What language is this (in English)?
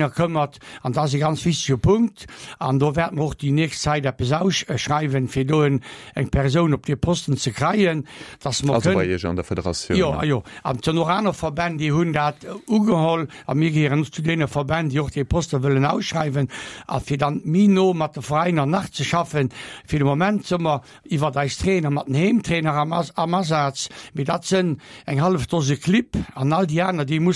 Luxembourgish